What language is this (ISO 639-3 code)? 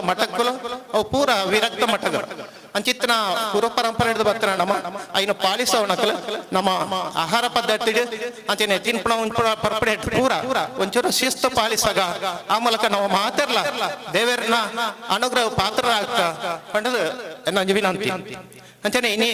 tcy